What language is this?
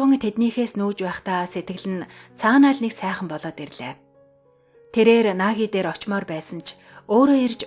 Mongolian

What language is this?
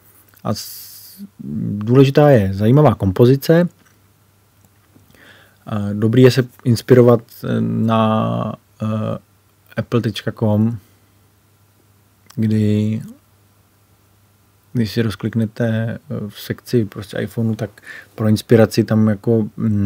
Czech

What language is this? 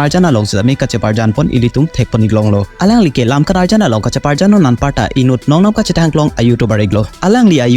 Karbi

